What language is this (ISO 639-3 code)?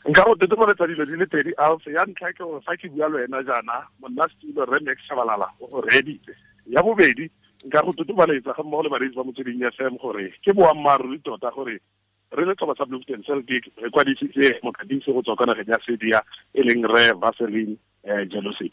tsn